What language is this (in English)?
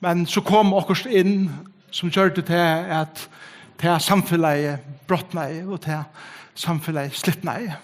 Faroese